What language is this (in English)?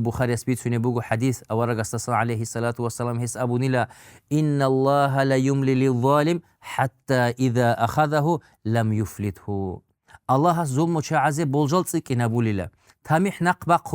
Avaric